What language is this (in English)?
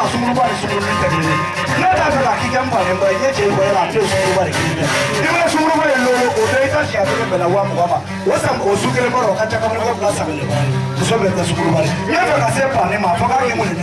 Bambara